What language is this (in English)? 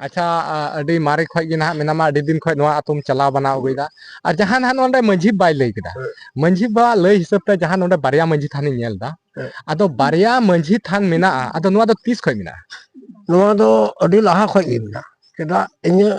Santali